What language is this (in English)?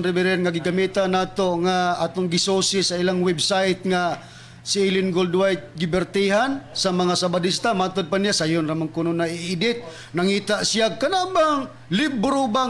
Cebuano